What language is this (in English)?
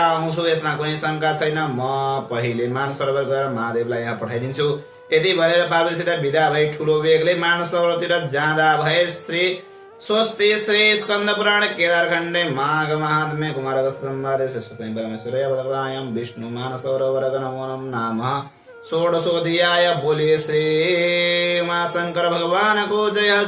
Nepali